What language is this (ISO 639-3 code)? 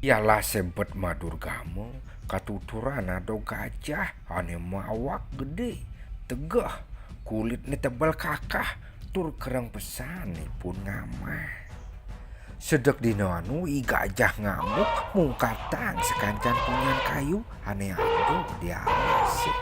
ban